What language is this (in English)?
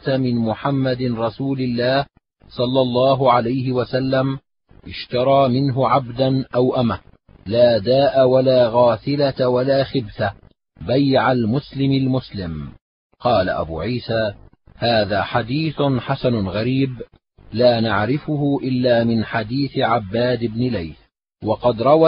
Arabic